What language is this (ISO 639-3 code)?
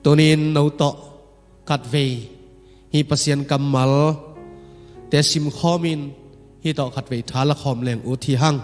ctd